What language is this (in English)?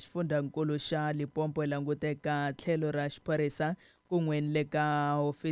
Tsonga